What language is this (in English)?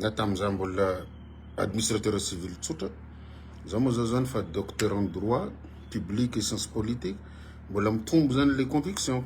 Malagasy